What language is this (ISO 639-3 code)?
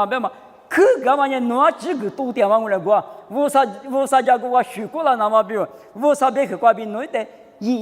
lis